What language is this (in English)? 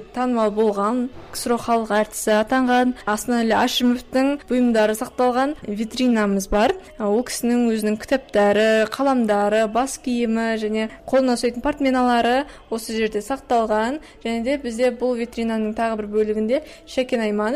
Kazakh